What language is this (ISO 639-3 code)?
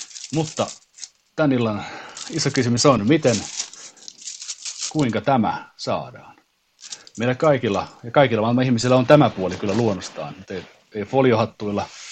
fin